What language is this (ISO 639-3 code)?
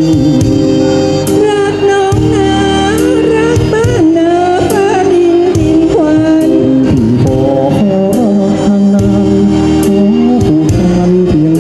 tha